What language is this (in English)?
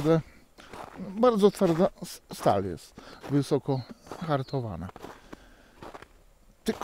Polish